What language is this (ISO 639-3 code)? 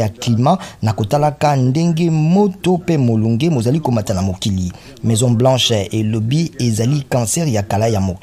lin